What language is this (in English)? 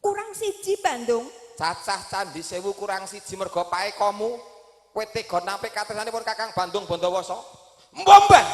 Javanese